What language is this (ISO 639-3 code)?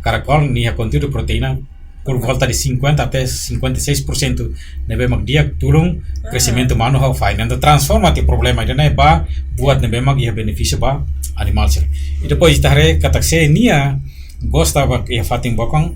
tet